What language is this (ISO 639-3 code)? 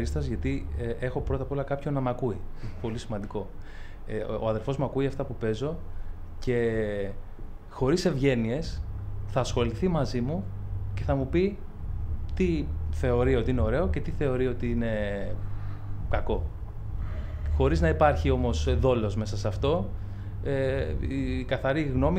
ell